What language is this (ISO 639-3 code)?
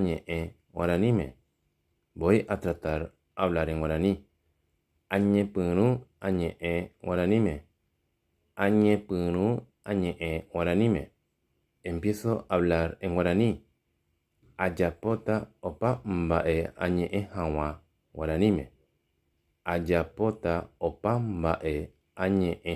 grn